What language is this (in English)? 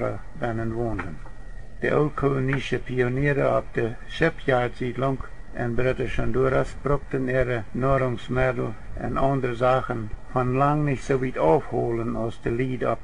Plautdietsch